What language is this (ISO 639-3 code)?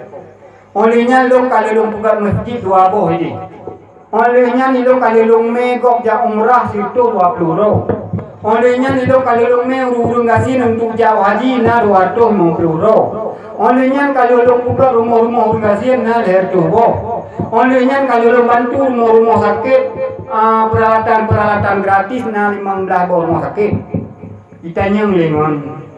ace